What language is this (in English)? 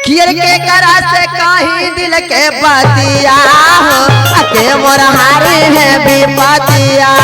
Magahi